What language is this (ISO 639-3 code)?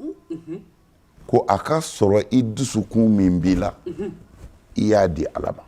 bam